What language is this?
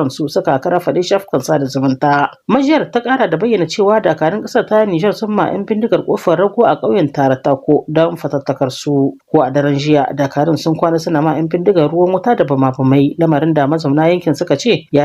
Hausa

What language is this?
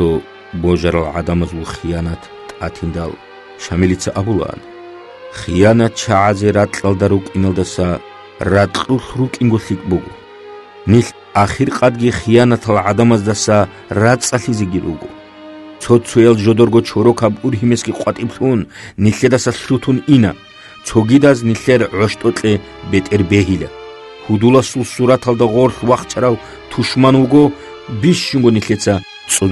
Avaric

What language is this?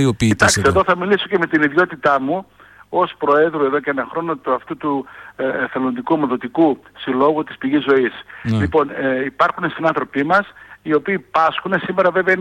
Greek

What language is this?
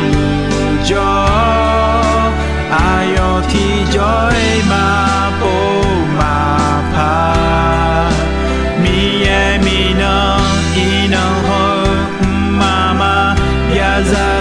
Akha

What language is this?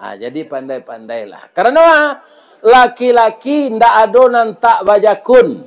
Minangkabau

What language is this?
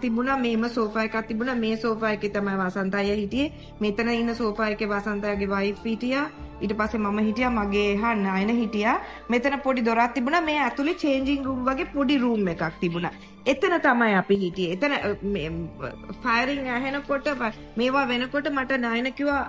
Sinhala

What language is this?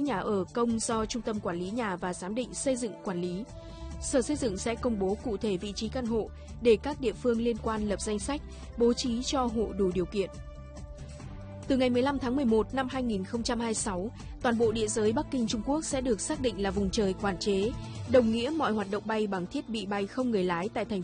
Vietnamese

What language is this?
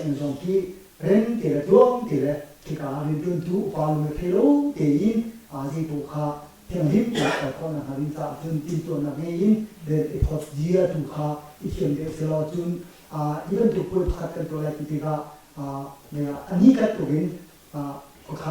Hakha Chin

